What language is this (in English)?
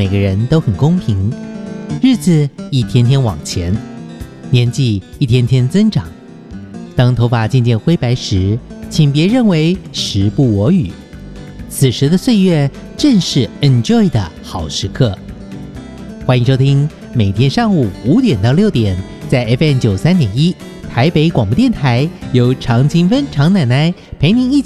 Chinese